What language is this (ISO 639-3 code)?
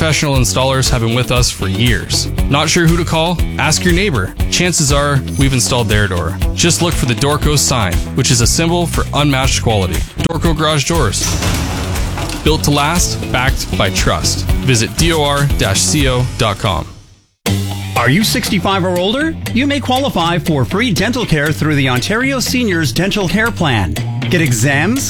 eng